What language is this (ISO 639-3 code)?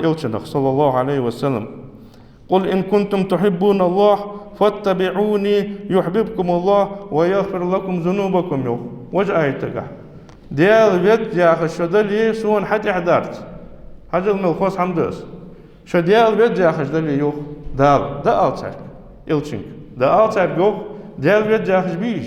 inh